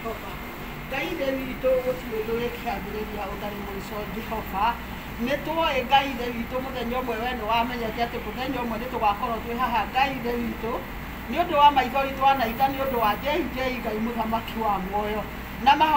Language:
Kikuyu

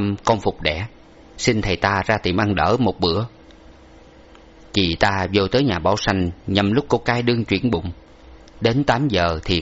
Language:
Vietnamese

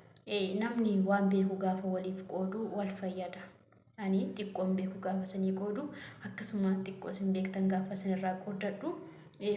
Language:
Oromo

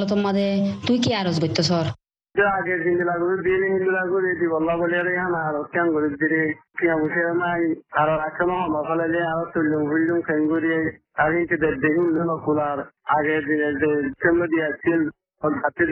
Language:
Bangla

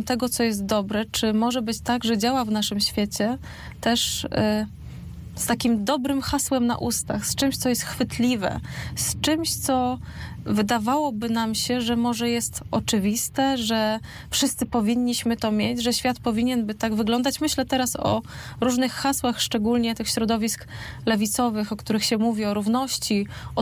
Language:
Polish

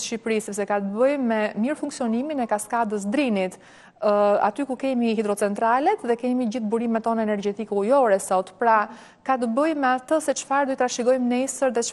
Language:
Albanian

